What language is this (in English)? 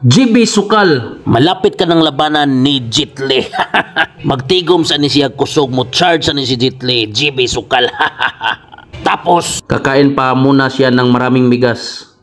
Cebuano